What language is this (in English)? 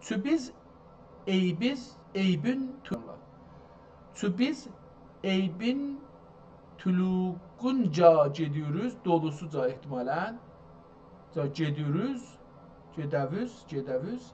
South Azerbaijani